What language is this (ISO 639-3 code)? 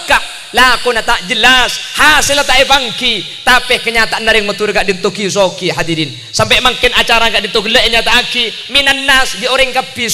mad